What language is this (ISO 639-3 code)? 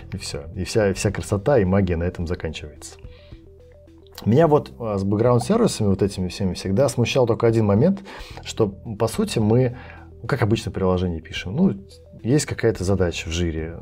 rus